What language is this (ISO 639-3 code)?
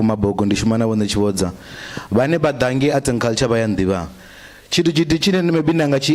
ven